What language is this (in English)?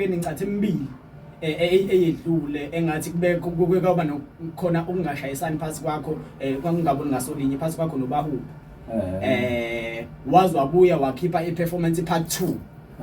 Zulu